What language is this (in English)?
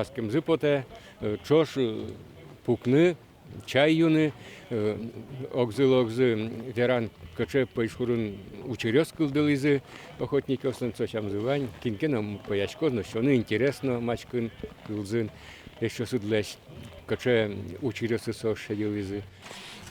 Udmurt